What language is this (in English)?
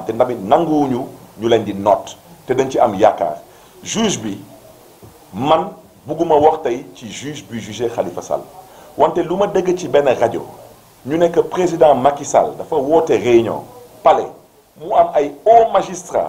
Wolof